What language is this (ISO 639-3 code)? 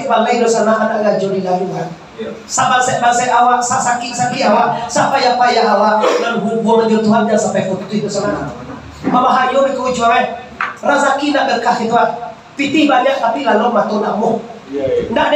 min